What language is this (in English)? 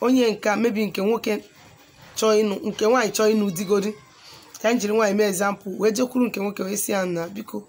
Igbo